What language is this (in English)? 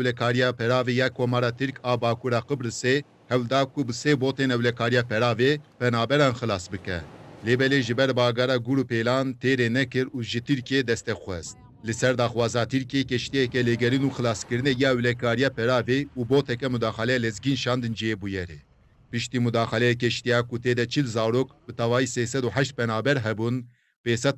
Kurdish